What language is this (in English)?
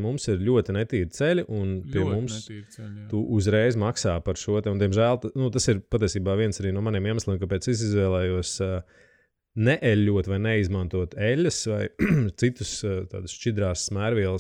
Latvian